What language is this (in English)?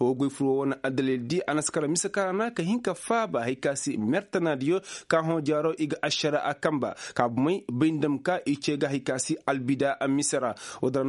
Koyraboro Senni